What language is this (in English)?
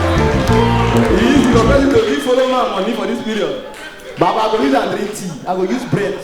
Nigerian Pidgin